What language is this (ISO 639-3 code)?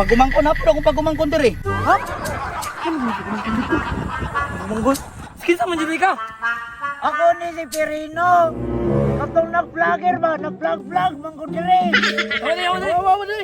ceb